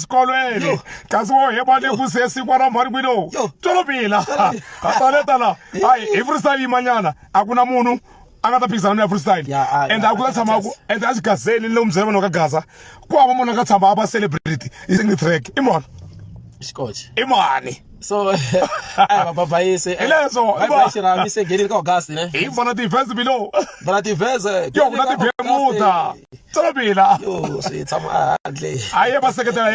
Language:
Tsonga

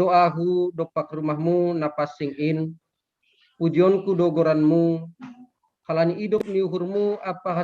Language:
Batak Simalungun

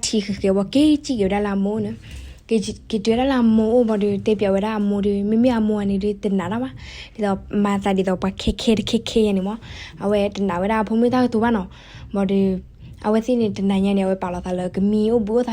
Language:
S'gaw Karen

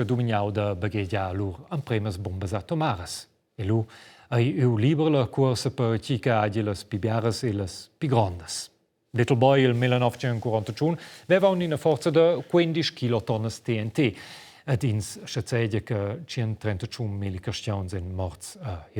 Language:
Romansh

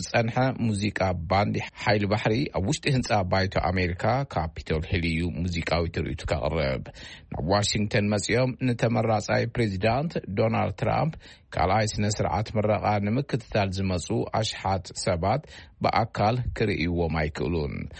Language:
Tigrinya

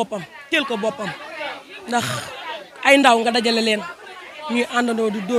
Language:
Wolof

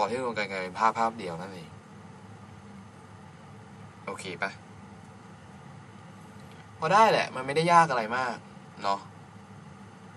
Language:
Thai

